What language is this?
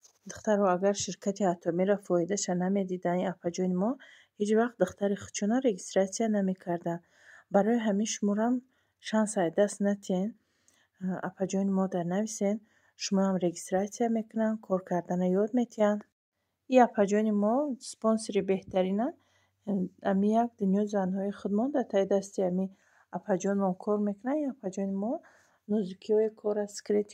Tajik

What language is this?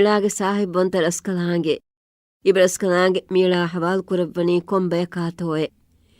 Divehi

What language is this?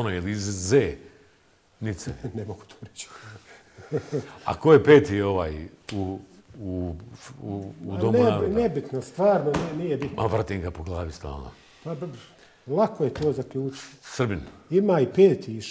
Bosnian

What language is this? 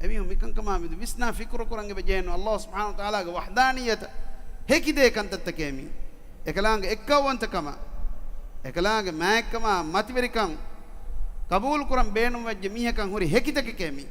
Divehi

